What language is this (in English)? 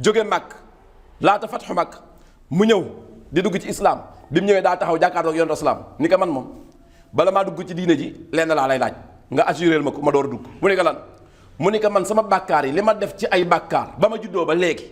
Wolof